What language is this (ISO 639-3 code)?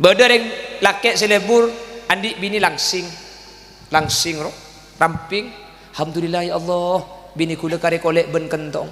mad